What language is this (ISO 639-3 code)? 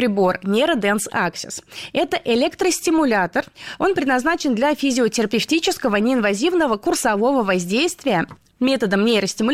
rus